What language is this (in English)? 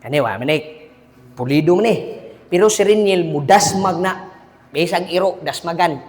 Cebuano